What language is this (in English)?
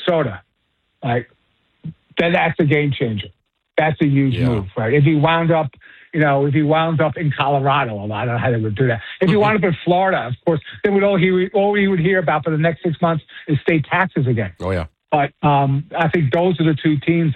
English